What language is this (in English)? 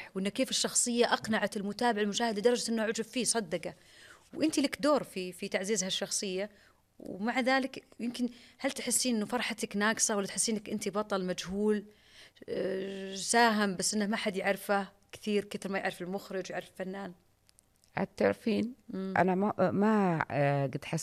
Najdi Arabic